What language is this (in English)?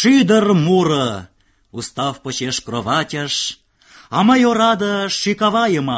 Mari